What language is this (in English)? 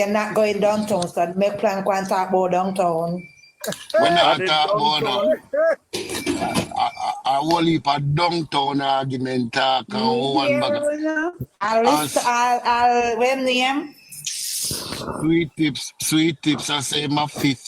Jamaican Creole English